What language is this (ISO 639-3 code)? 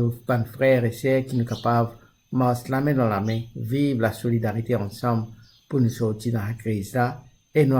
mfe